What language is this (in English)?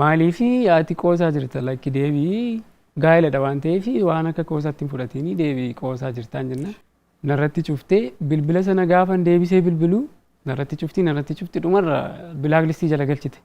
Oromo